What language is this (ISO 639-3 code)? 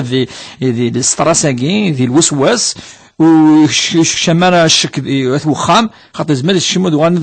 kab